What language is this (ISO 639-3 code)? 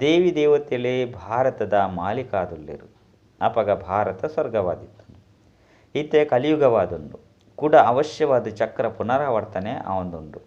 tcy